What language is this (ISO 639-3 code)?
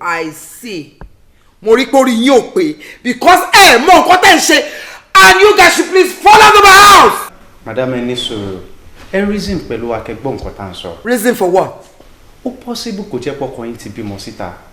yor